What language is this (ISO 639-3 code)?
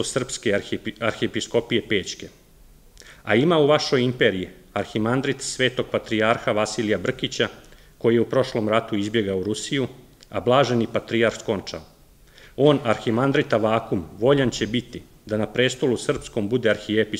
srp